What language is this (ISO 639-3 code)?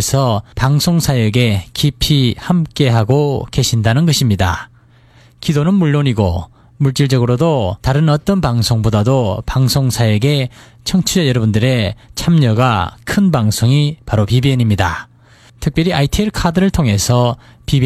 kor